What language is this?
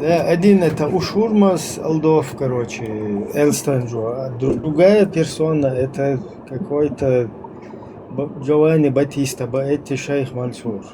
Chechen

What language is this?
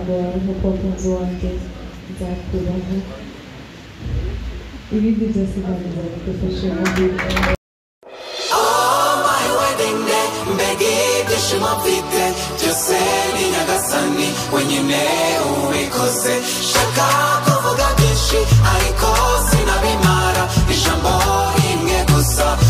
Kinyarwanda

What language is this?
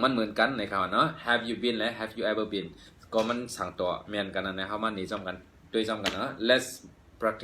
Shan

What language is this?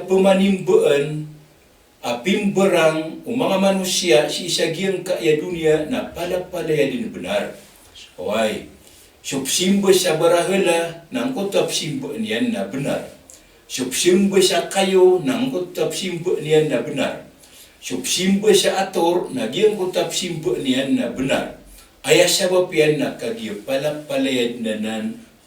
Maranao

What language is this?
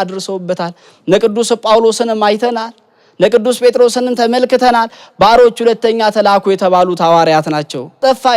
Amharic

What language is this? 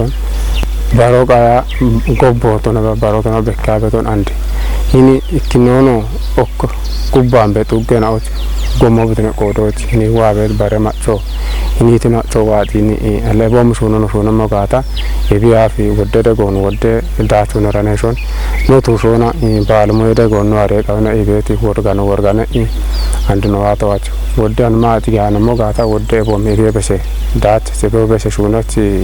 Kafa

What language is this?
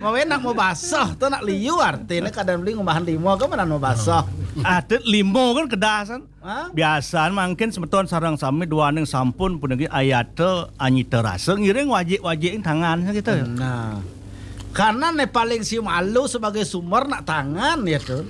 Balinese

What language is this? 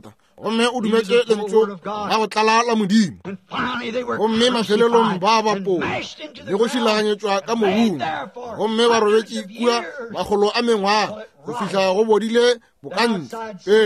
Northern Sotho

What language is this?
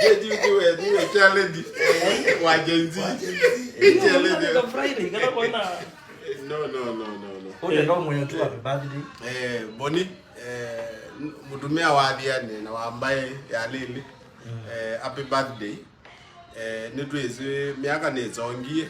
Kamba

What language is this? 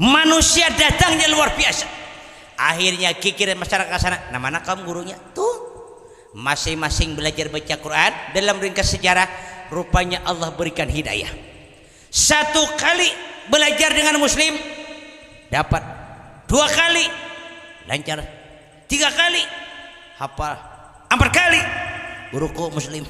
Banjar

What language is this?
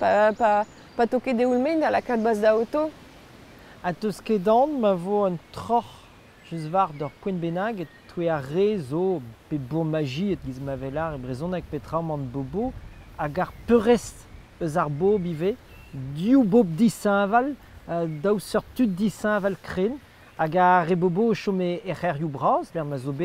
Breton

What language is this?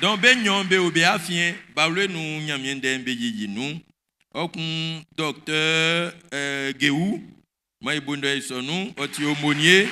Baoulé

